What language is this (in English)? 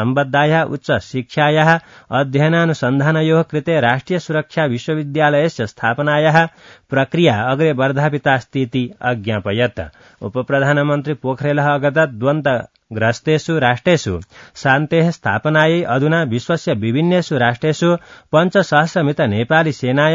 Sanskrit